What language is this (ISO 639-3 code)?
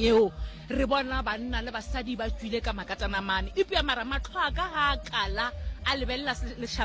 nso